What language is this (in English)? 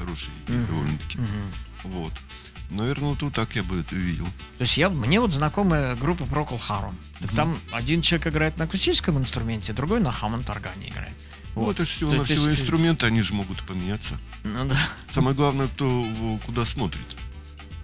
Russian